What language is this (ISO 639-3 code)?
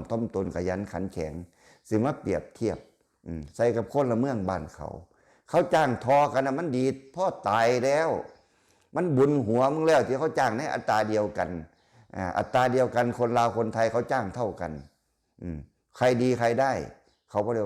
lao